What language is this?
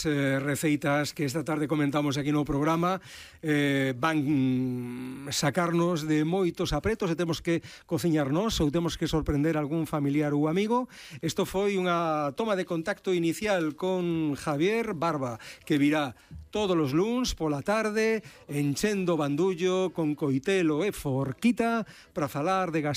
Galician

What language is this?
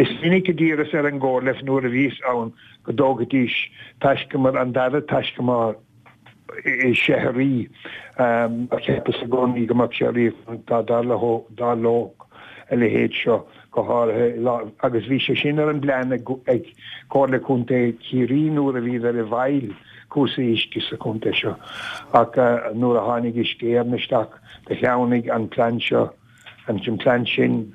Irish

